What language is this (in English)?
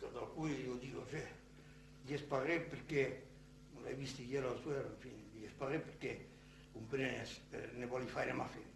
Occitan